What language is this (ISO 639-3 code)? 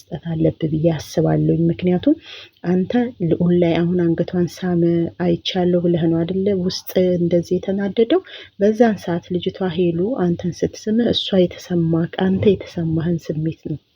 amh